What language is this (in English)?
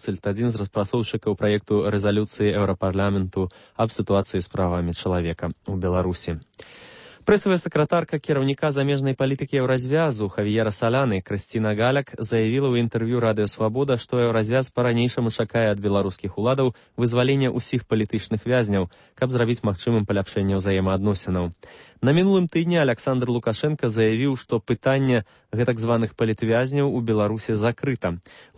Belarusian